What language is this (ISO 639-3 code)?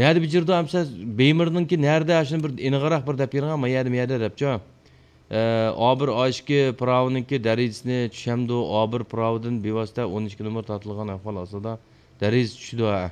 uig